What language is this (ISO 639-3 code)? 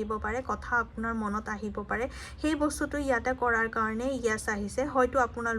asm